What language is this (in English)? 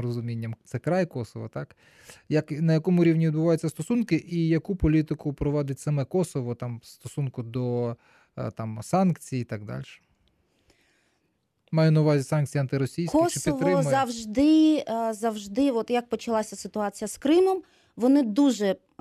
Ukrainian